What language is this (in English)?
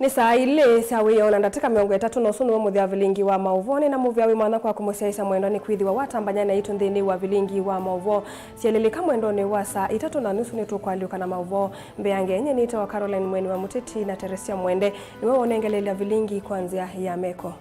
Kamba